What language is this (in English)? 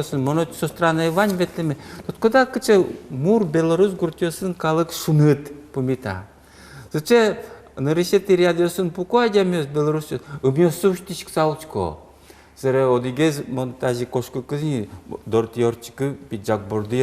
Udmurt